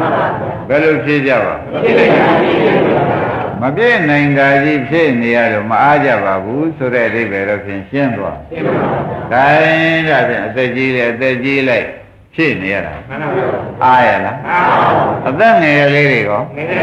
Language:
Burmese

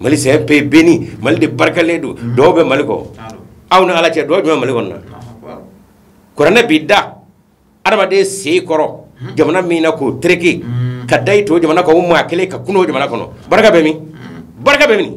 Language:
Bambara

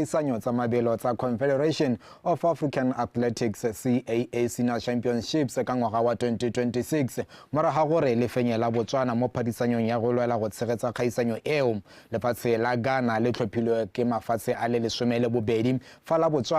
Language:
Tswana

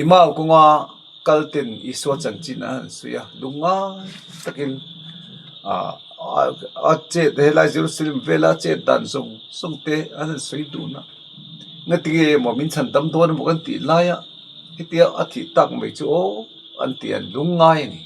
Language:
Mizo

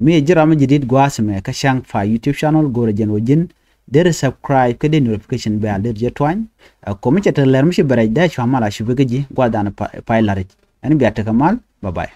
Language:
Nuer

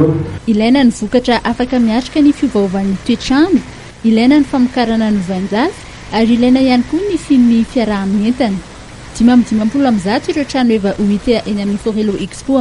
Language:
Malagasy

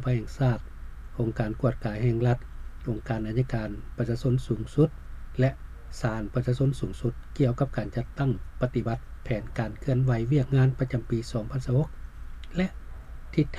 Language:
Lao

